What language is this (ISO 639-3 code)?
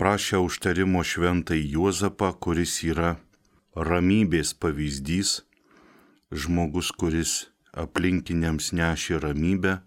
lit